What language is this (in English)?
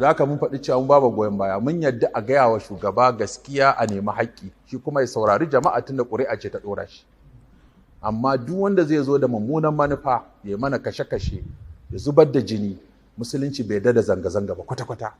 Hausa